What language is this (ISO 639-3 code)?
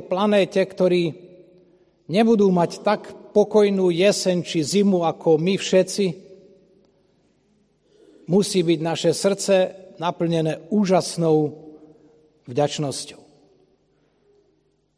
slk